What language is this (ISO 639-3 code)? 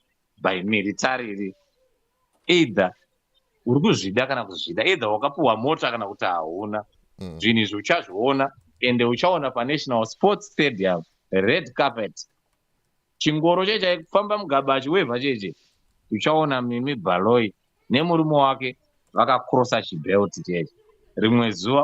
sna